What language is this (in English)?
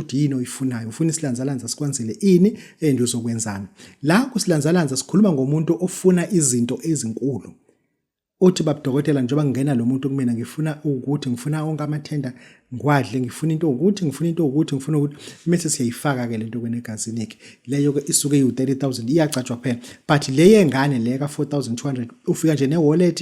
Zulu